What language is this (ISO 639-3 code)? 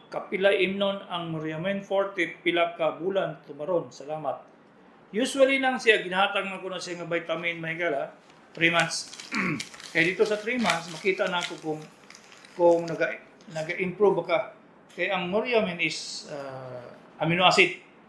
ceb